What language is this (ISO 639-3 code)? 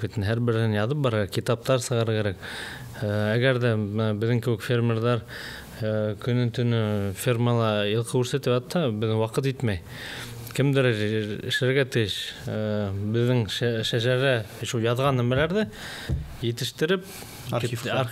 bak